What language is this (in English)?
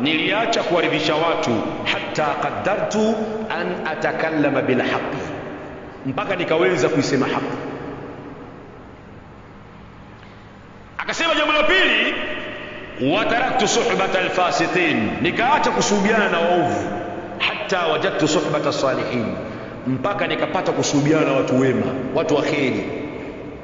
Swahili